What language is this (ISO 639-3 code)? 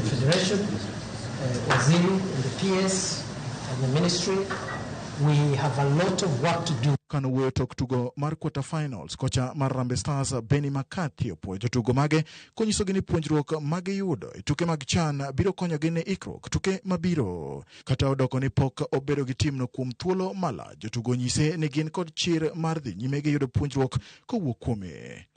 luo